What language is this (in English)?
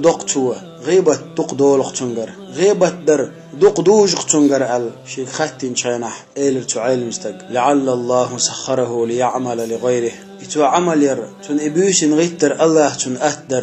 Chechen